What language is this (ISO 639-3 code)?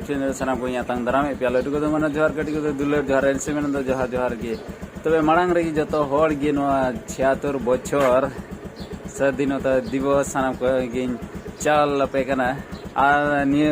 sat